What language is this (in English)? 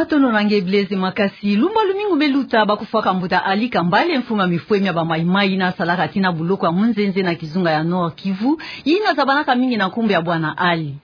Kituba (Democratic Republic of Congo)